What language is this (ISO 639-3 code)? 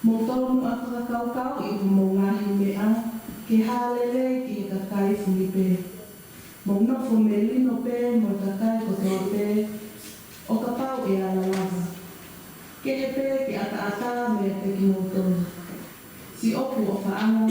ton